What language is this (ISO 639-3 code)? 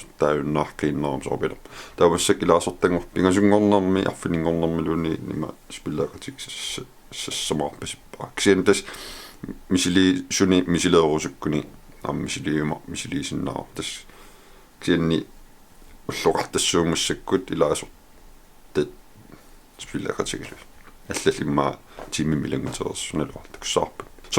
kal